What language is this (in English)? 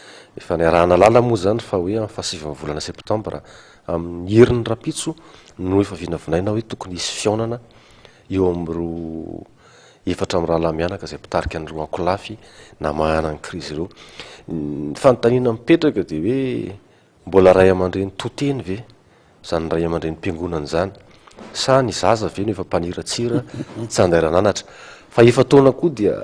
Malagasy